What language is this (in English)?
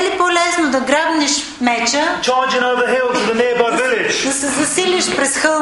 Bulgarian